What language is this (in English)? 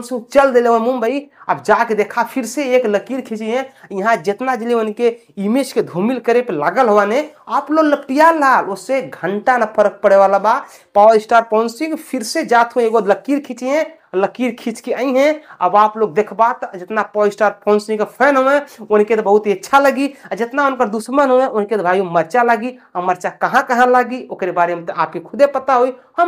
Bhojpuri